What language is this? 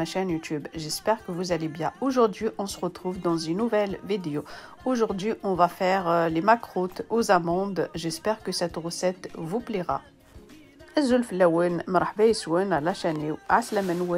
Kabyle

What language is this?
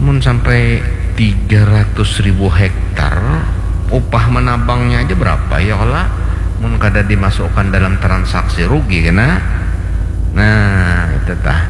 Banjar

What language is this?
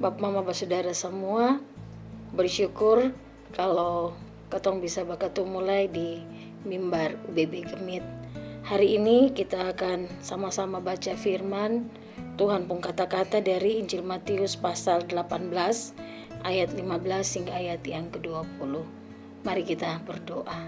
Kupang Malay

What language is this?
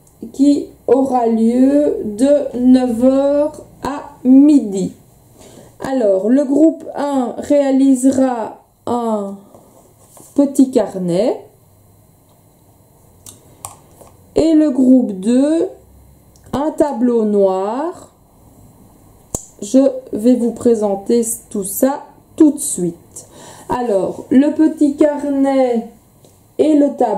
French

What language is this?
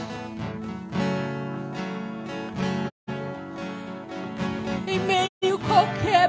Portuguese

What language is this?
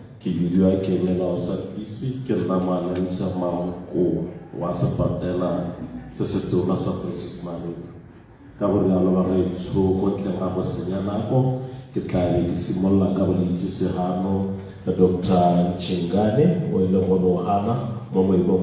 Tswana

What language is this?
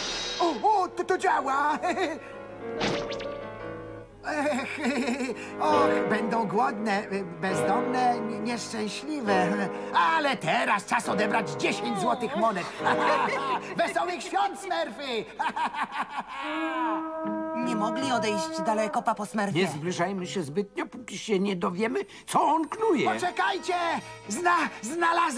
Polish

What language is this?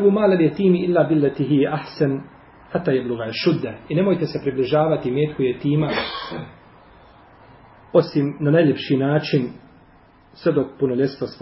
Bosnian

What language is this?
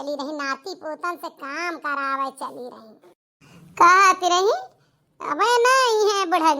Awadhi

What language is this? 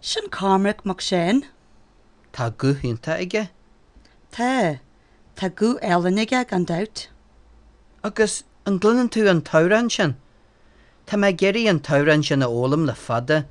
Irish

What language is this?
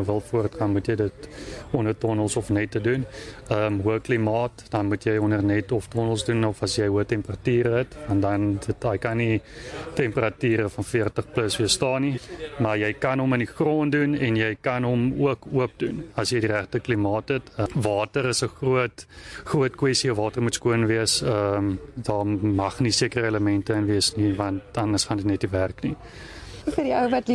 Afrikaans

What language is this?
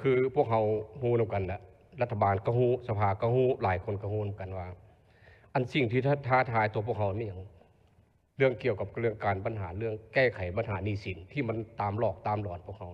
Lao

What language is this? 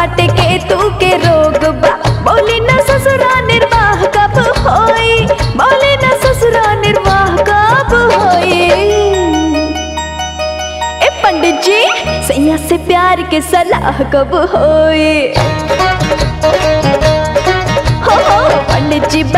Bhojpuri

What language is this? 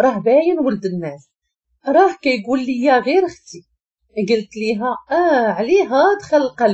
Moroccan Arabic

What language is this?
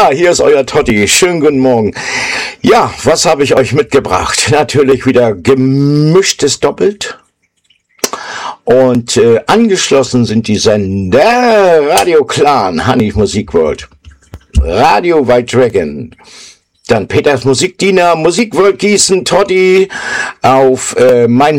German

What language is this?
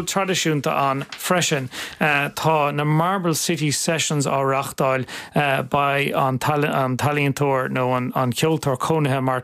Irish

